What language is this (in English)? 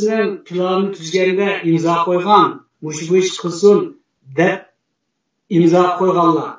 Uyghur